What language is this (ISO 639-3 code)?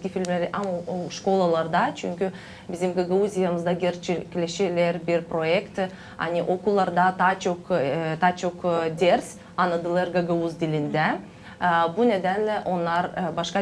gag